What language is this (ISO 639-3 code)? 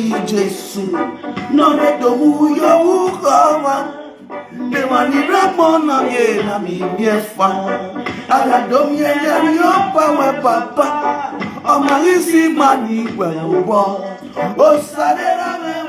pcm